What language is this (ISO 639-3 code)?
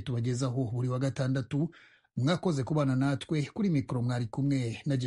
kin